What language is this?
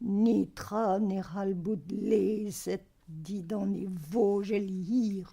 Breton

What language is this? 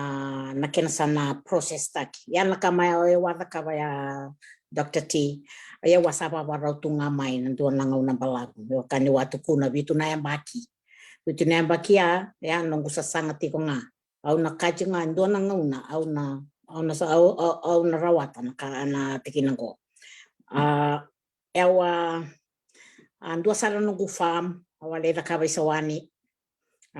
Fijian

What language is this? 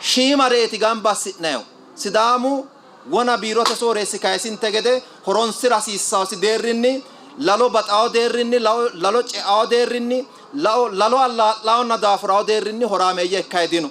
Sidamo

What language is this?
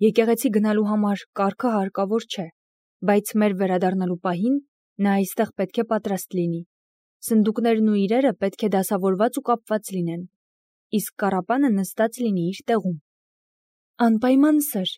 Armenian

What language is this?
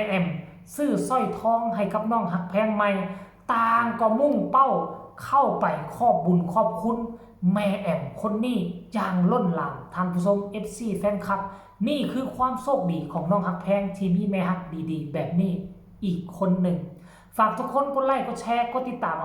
Northeastern Thai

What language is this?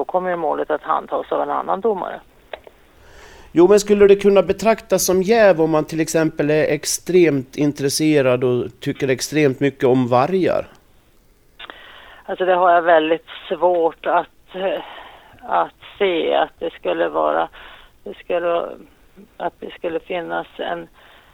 Swedish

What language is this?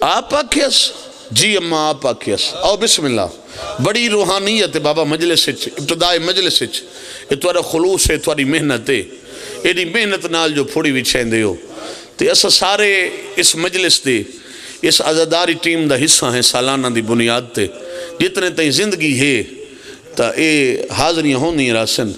Pahari-Potwari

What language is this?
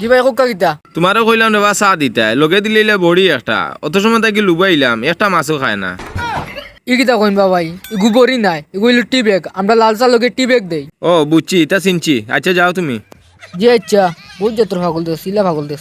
Sylheti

